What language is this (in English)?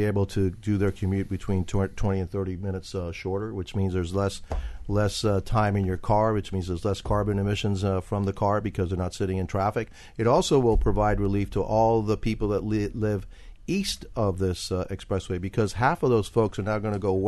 English